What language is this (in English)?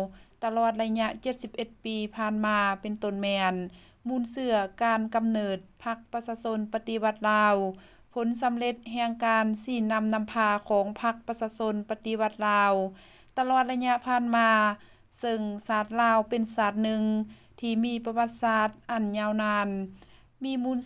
Lao